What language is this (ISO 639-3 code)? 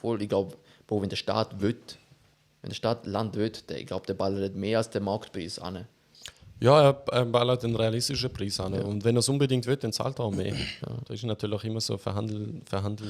gsw